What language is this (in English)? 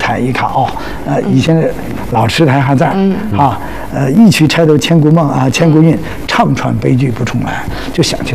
Chinese